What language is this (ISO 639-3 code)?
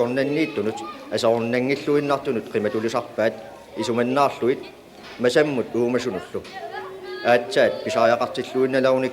kal